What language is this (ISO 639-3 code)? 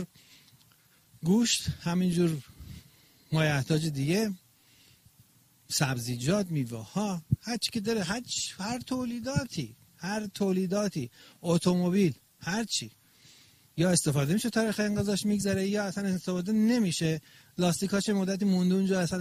fas